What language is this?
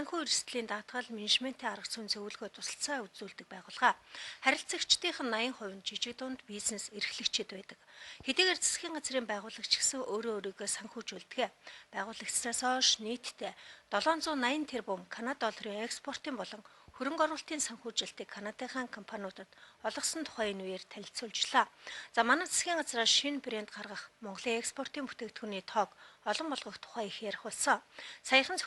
Mongolian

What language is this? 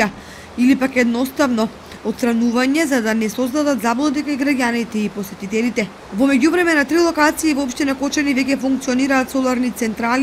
Macedonian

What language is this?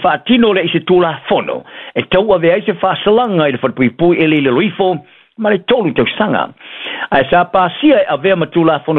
Samoan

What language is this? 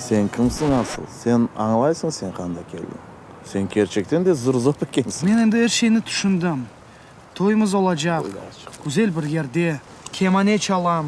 Crimean Tatar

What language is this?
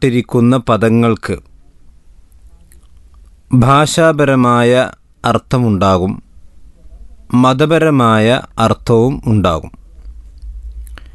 Malayalam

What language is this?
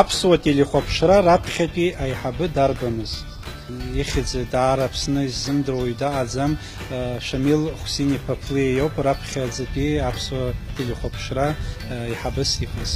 Abkhazian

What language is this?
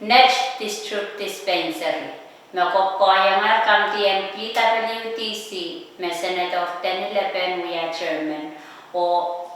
Pohnpeian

